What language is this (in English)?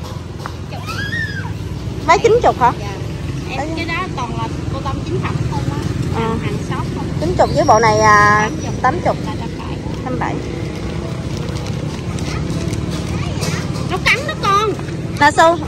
Vietnamese